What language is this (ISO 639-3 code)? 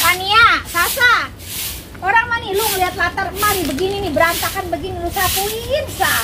bew